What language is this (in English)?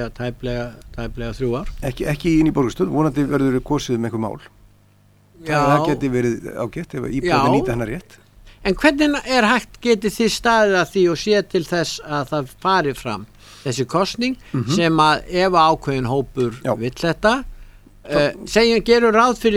Icelandic